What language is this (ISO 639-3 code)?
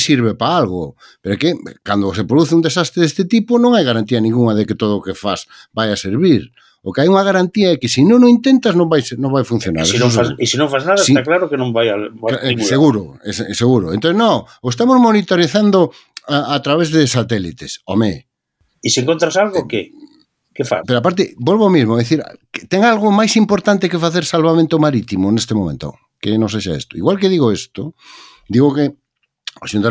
glg